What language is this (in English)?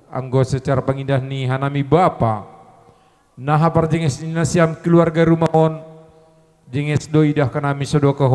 Batak Simalungun